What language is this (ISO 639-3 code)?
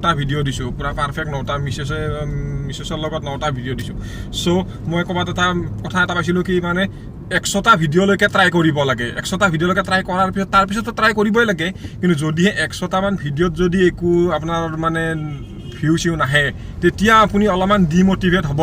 asm